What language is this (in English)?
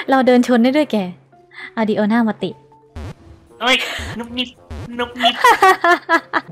Thai